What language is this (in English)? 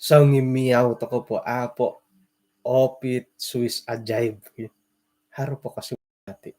Central Dusun